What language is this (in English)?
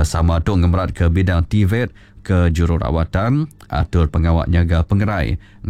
Iban